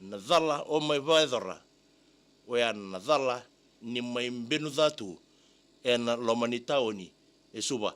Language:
Fijian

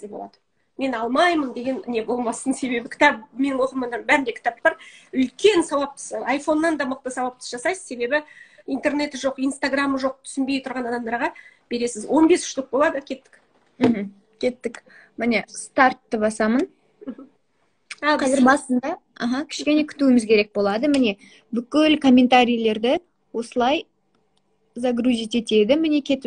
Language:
Kazakh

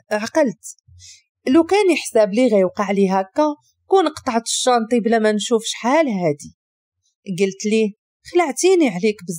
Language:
Moroccan Arabic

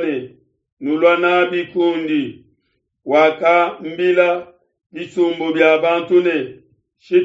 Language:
Luba-Lulua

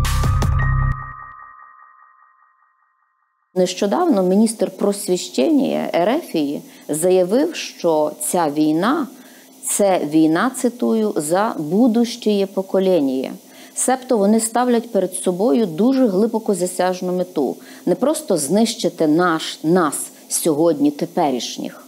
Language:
Ukrainian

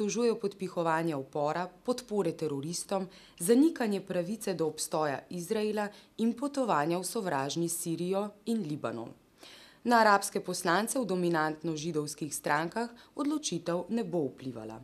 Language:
Slovenian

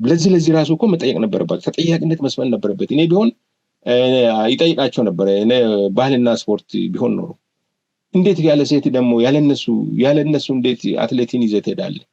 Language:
Amharic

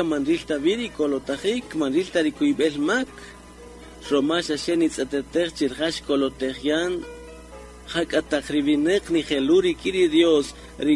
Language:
Kaqchikel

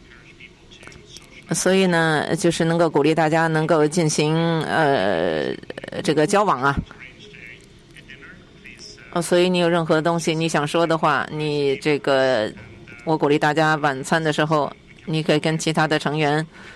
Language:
Chinese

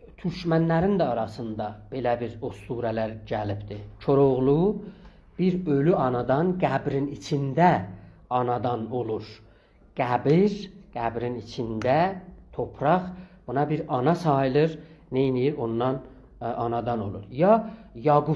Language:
South Azerbaijani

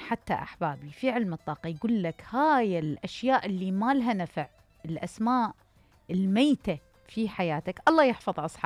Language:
Mesopotamian Arabic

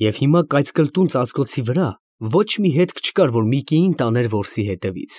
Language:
Armenian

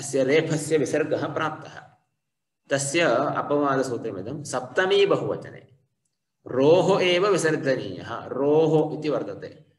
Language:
Sanskrit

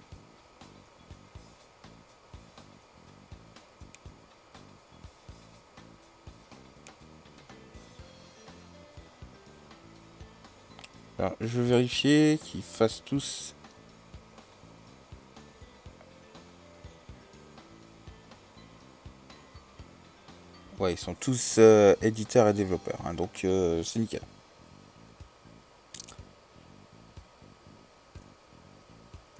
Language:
French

